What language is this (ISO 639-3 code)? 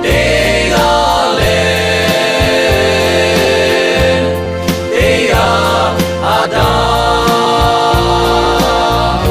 lhu